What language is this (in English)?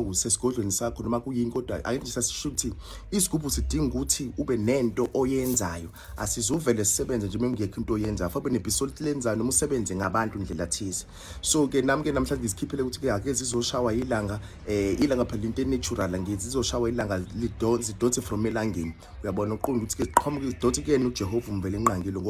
Zulu